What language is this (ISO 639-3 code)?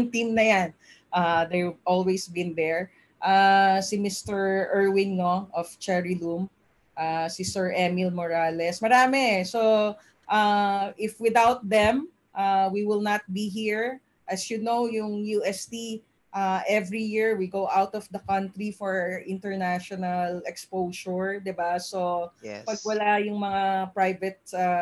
fil